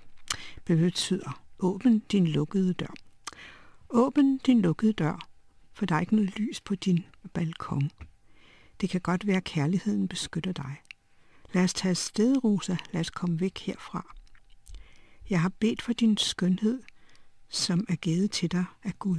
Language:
Danish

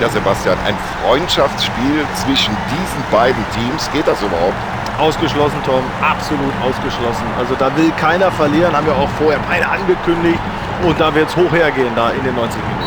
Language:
Bavarian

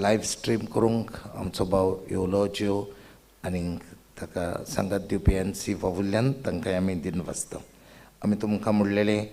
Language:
Konkani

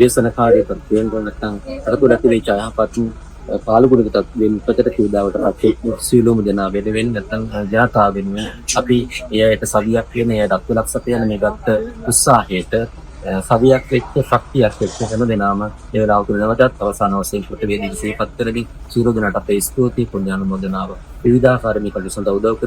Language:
Sinhala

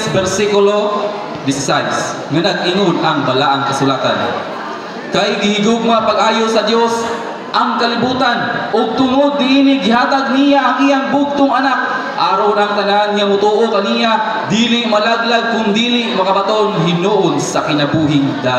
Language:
Cebuano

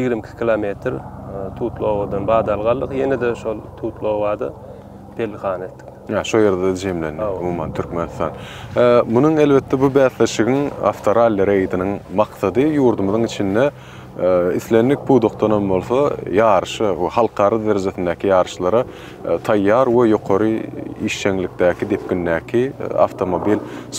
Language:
Turkmen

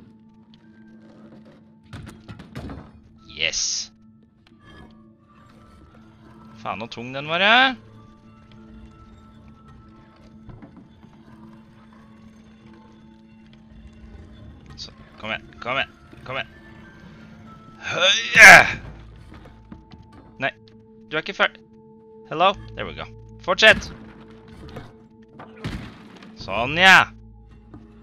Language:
Norwegian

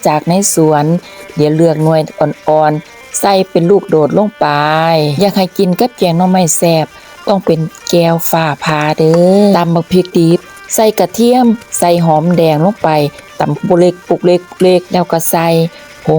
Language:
Lao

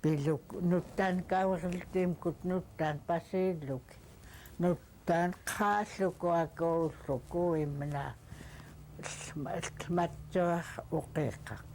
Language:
Central Yupik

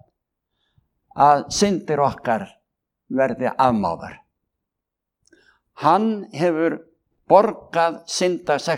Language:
Icelandic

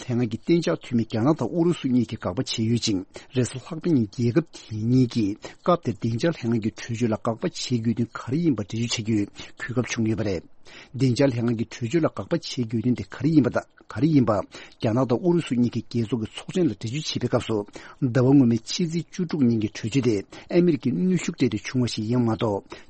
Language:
Tibetan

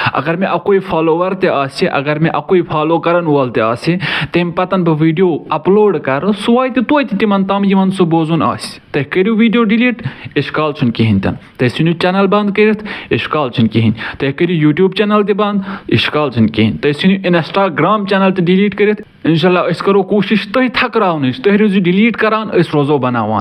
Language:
Kashmiri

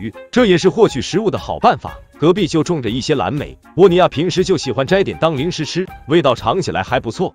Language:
Chinese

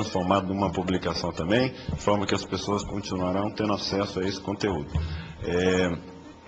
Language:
Portuguese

